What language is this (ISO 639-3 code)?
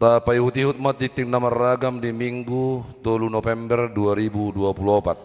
bbc